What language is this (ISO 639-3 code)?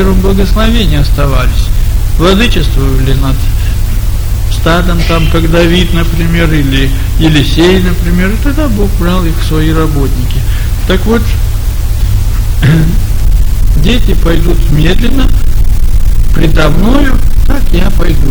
rus